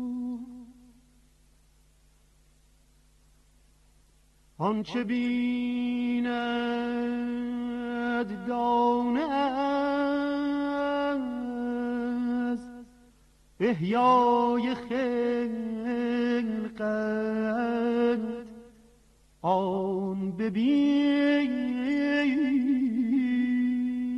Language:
Persian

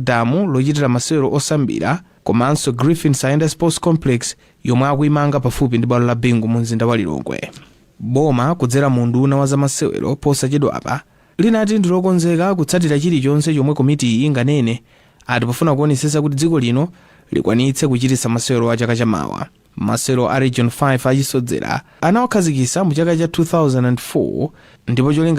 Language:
Nyanja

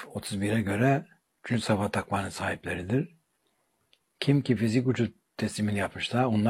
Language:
Turkish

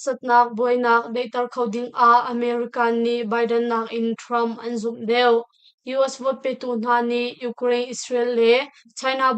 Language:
Hakha Chin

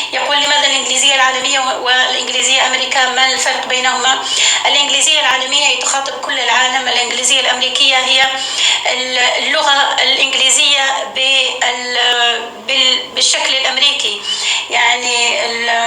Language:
North Levantine Arabic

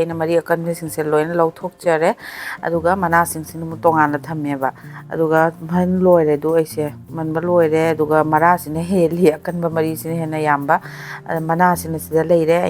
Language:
Manipuri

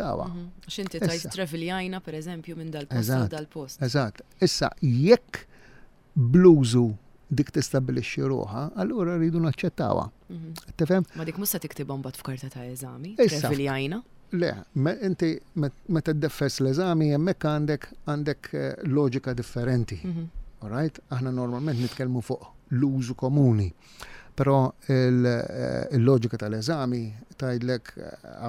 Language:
Maltese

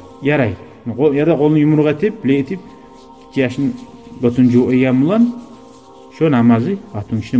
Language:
Kumyk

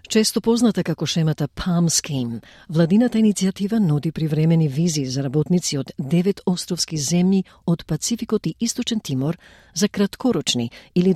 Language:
Macedonian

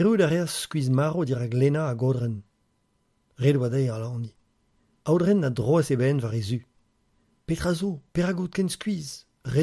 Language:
Breton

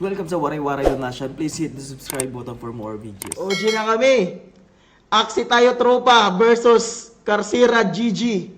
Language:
Waray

